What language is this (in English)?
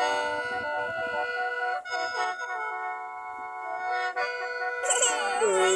Lao